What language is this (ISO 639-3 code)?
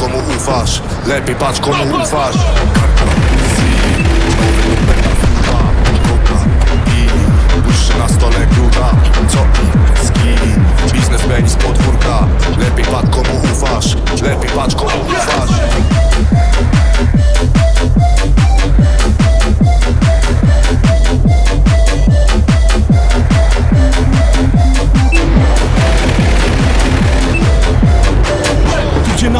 pol